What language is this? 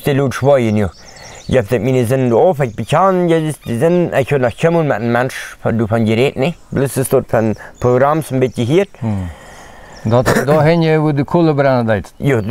Plautdietsch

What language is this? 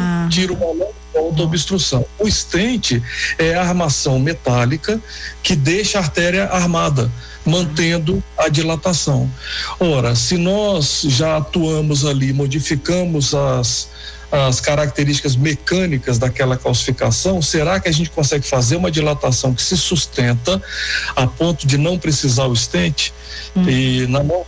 Portuguese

